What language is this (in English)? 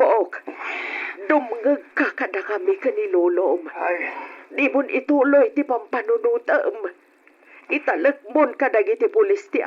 Iloko